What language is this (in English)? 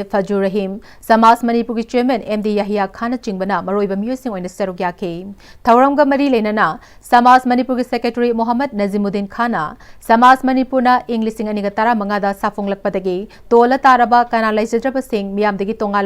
Manipuri